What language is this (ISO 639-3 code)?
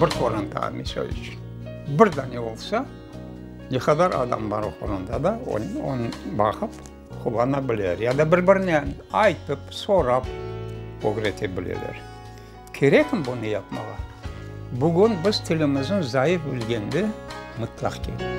crh